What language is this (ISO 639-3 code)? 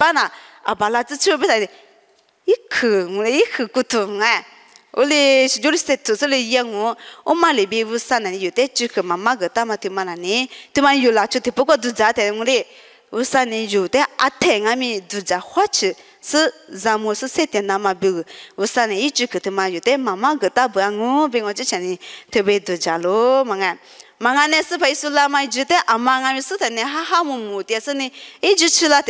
lis